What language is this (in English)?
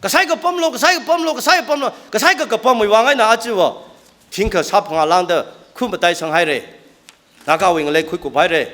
Tangkhul Naga (India)